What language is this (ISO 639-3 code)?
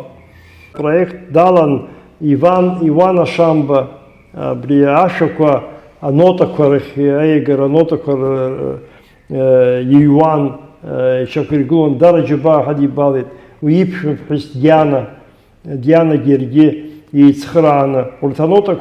abk